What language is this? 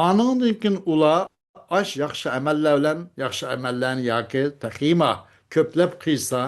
Uyghur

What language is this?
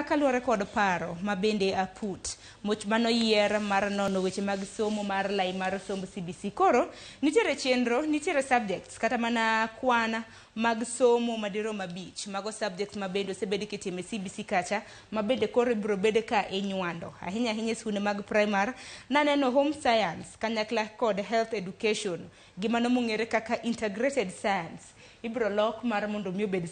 Luo (Kenya and Tanzania)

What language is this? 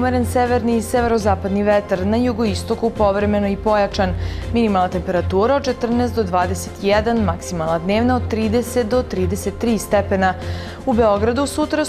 Serbian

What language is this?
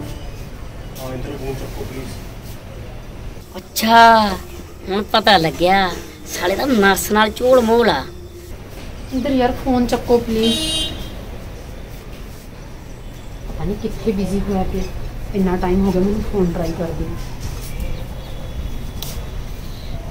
Punjabi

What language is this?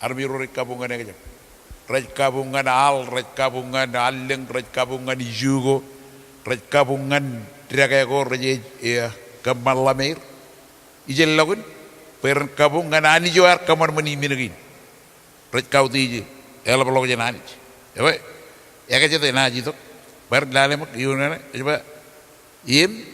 Marshallese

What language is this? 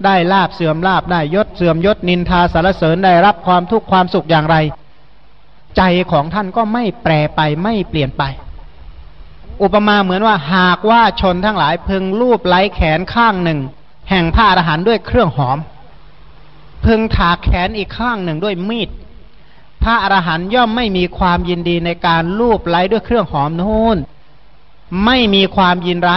Thai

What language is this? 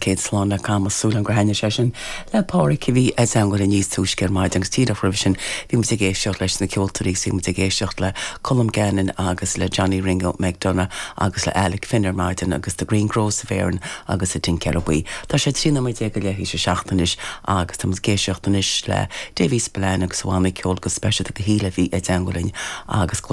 Irish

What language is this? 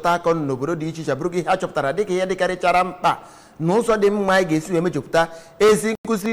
Igbo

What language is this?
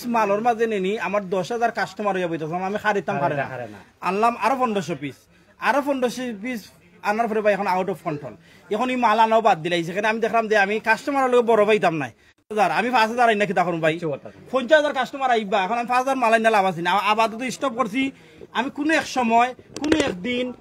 Sylheti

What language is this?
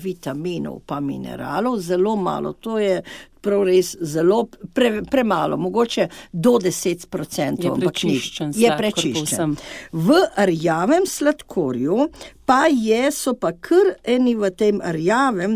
Slovenian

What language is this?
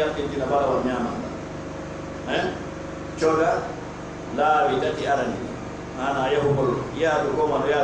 Pular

